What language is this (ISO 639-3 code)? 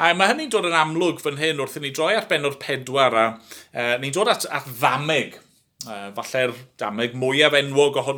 cym